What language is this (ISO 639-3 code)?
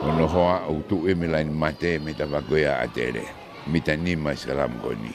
ton